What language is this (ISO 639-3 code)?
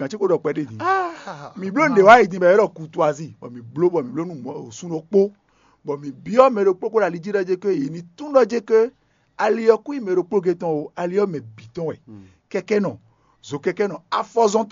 fon